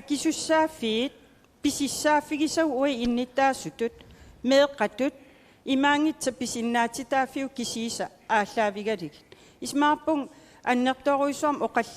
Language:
Kalaallisut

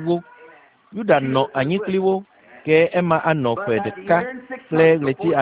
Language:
Ewe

